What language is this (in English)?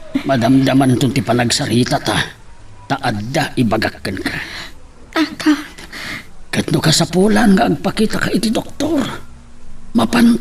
Iloko